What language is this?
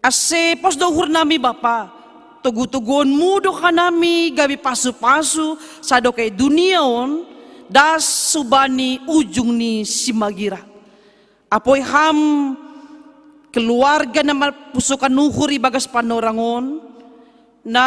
Batak Simalungun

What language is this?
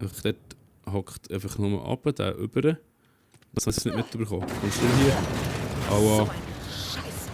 Swiss German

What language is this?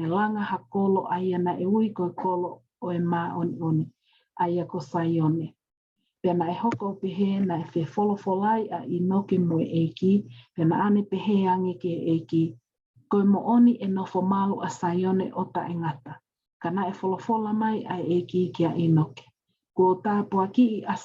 Tongan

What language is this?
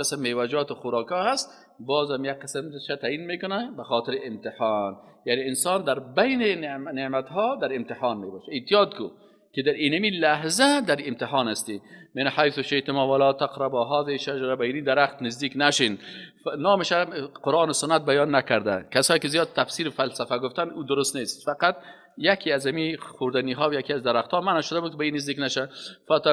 Persian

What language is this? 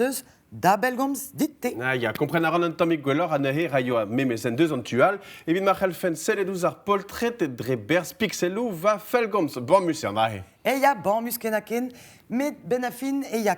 Breton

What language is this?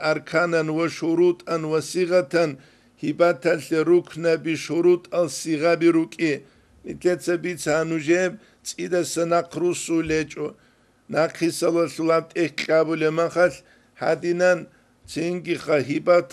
Avaric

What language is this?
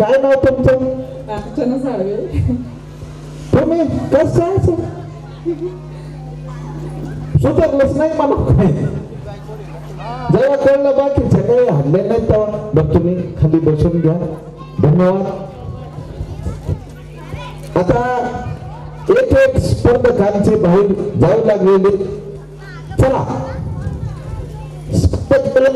Marathi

